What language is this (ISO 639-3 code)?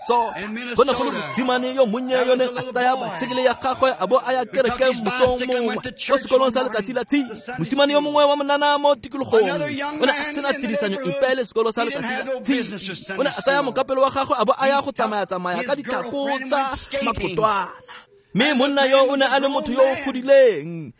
tsn